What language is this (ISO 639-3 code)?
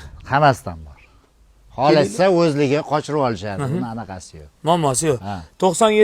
uzb